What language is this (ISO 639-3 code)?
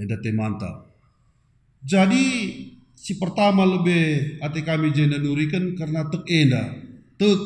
btx